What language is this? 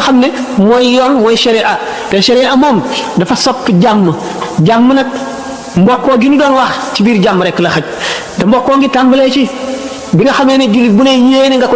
Wolof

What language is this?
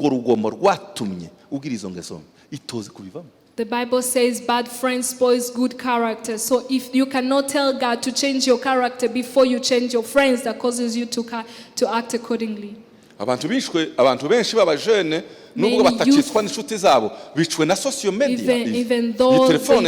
Kinyarwanda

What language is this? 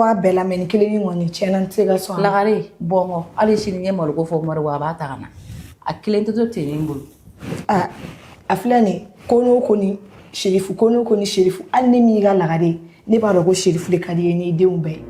Bambara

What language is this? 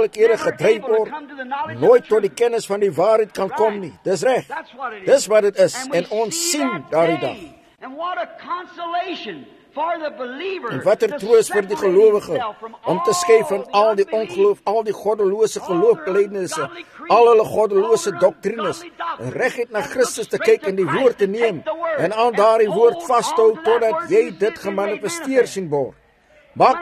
Afrikaans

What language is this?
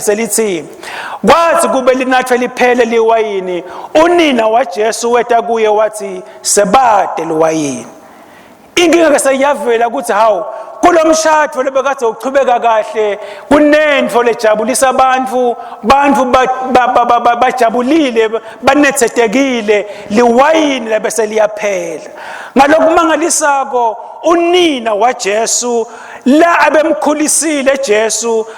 Swati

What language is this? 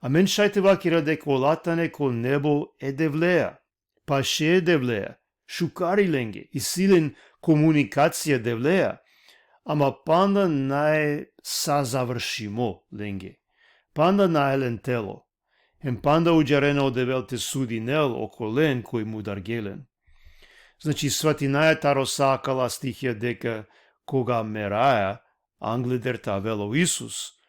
Balkan Romani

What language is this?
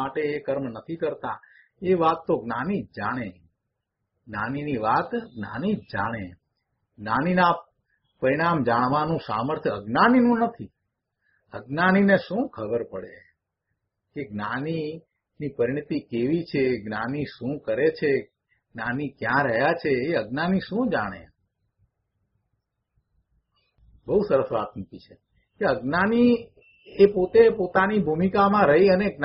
Gujarati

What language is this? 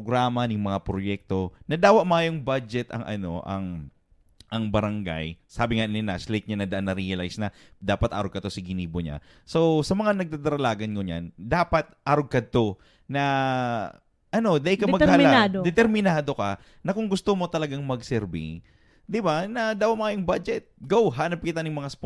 Bikol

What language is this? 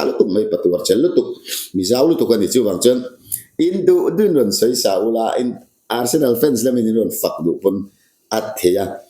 Mizo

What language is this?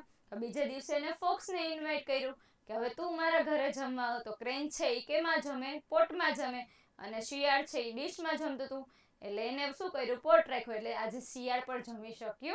Gujarati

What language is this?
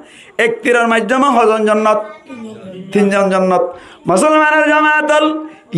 Rohingya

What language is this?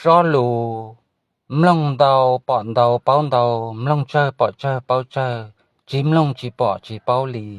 Hmong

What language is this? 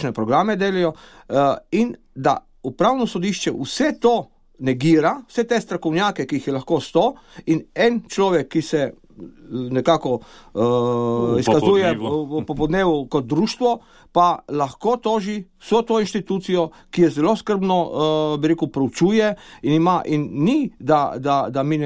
Slovenian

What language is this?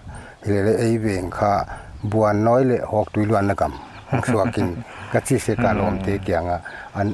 Paite Chin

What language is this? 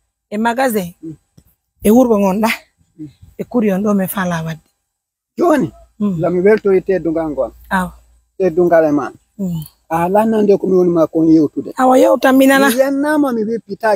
Pular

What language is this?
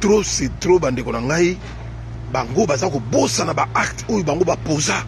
Lingala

